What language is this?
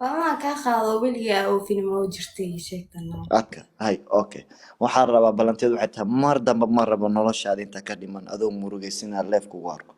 Somali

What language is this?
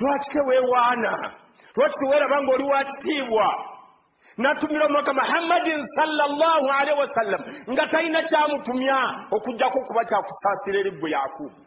Ganda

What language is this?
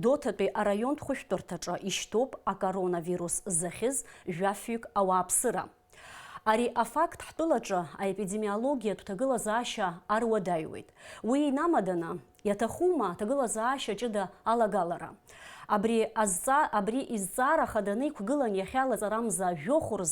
Abkhazian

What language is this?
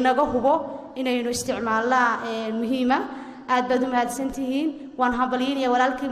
Somali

